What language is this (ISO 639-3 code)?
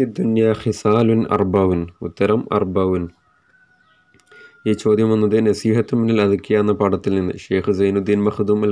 mal